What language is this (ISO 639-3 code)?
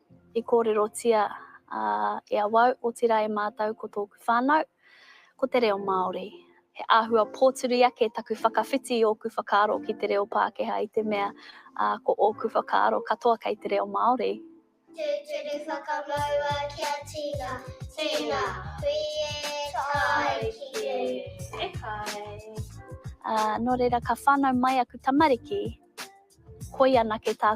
mri